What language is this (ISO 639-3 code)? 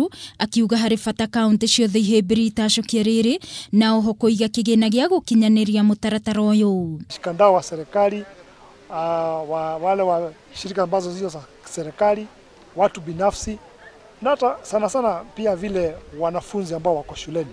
kik